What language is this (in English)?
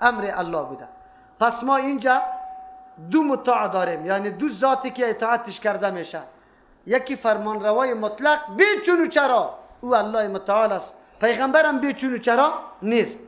Persian